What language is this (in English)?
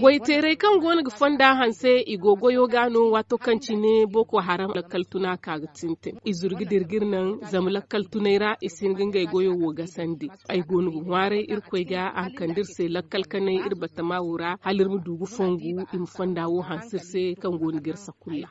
Zarma